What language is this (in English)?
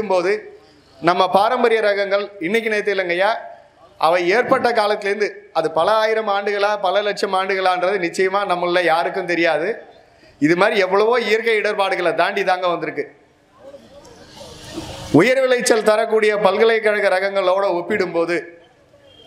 Tamil